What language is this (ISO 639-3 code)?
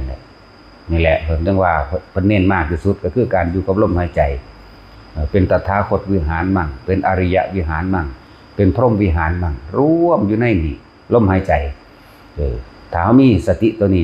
tts